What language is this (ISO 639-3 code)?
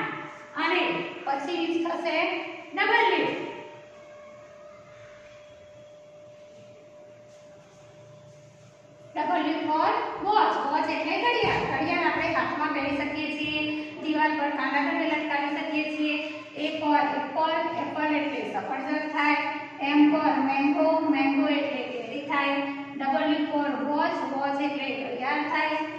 guj